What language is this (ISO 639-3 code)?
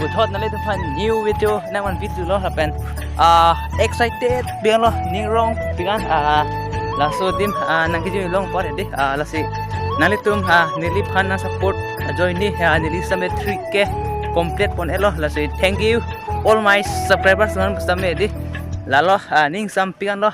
mjw